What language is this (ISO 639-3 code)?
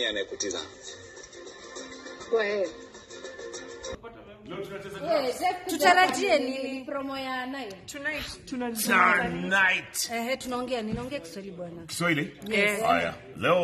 swa